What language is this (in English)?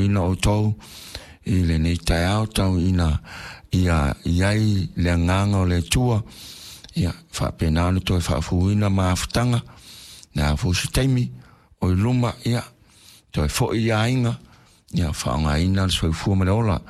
Samoan